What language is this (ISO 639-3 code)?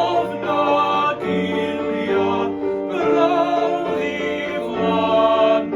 cym